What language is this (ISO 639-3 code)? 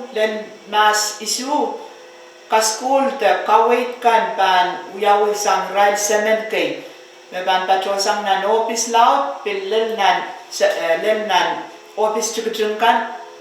pon